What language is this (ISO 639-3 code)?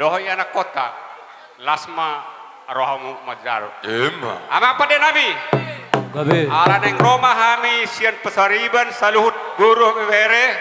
bbc